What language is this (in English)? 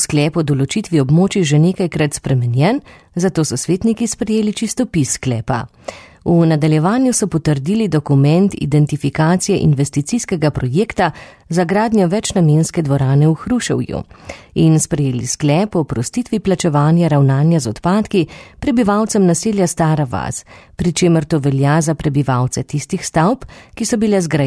Slovenian